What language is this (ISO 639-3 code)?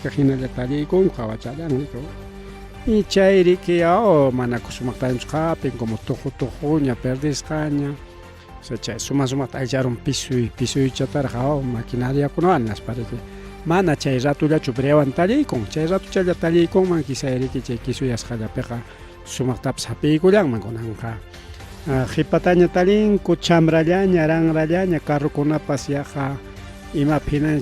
quy